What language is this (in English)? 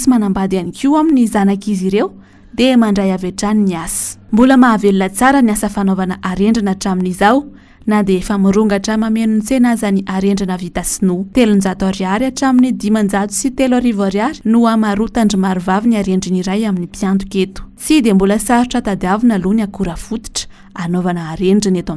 Malagasy